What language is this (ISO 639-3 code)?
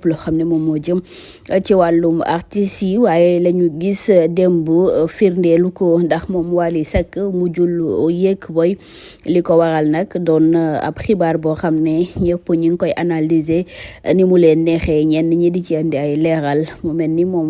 wol